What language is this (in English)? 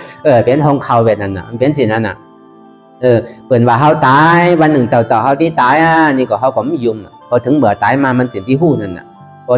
Shan